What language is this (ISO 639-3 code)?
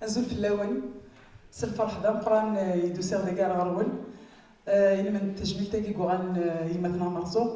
kab